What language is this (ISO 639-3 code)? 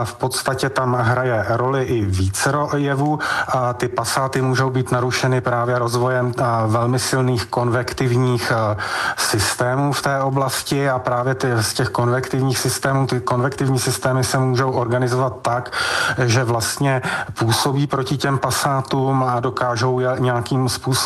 ces